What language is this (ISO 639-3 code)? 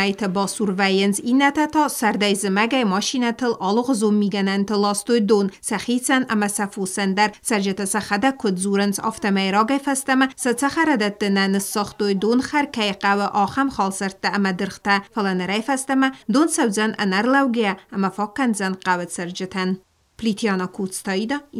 oss